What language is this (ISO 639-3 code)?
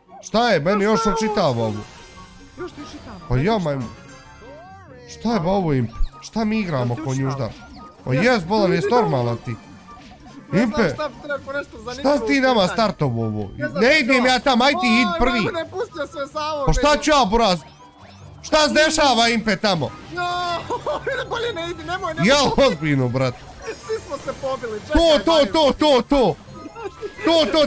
bos